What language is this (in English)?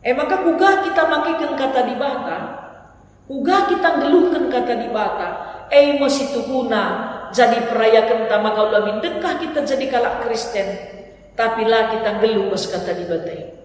Batak Karo